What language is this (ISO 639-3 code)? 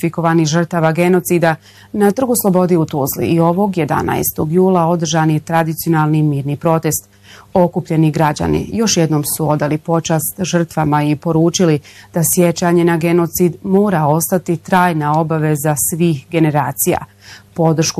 bos